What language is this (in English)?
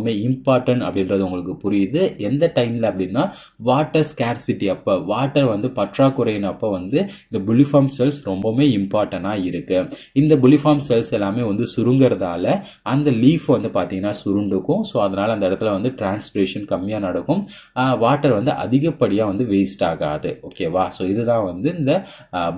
Tamil